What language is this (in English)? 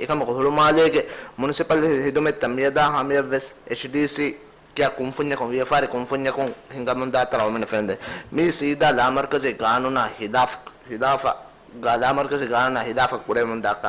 Divehi